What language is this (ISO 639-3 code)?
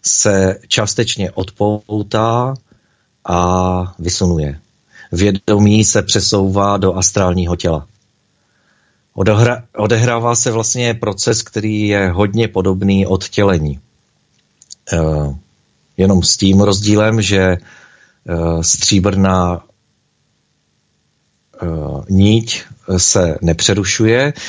ces